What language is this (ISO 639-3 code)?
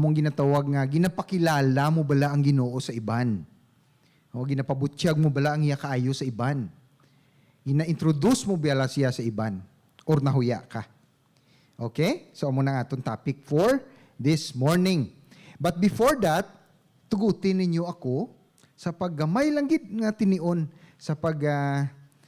hil